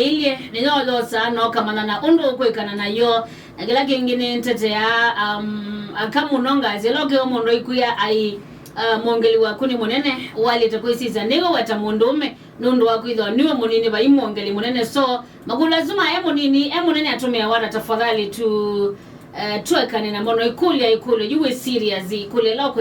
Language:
Kamba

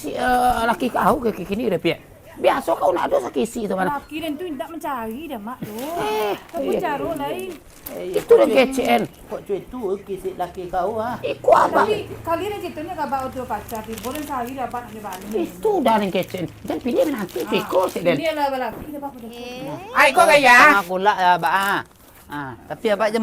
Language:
Minangkabau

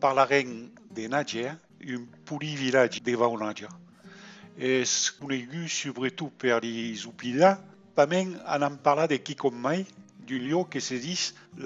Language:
Occitan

